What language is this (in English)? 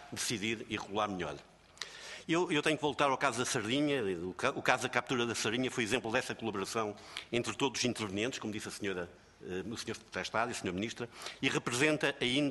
Portuguese